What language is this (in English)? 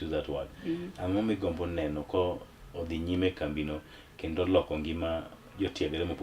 Luo (Kenya and Tanzania)